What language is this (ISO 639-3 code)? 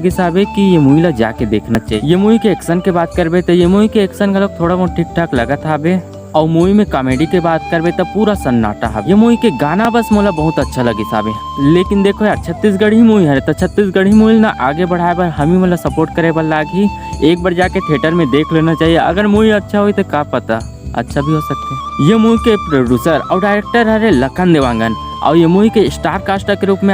hne